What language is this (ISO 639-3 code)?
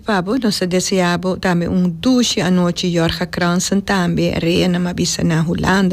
pap